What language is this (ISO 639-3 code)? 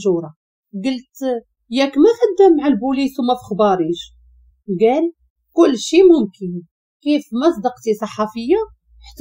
ary